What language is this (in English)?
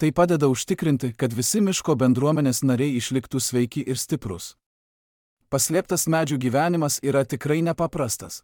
Lithuanian